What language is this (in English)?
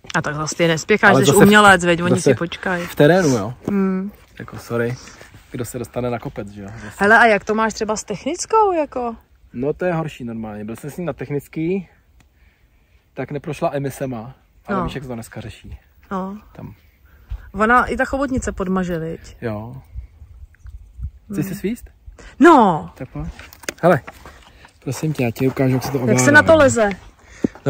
Czech